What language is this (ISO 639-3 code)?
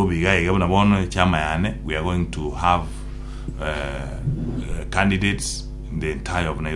guz